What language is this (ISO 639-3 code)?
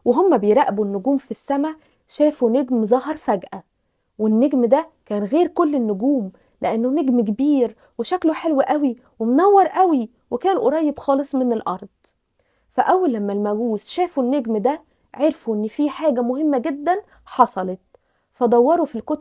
arz